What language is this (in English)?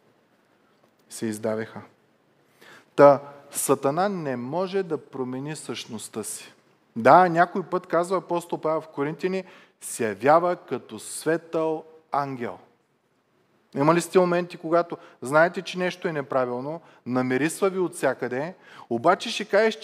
Bulgarian